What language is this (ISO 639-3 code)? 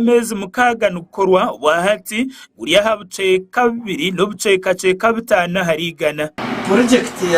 nyn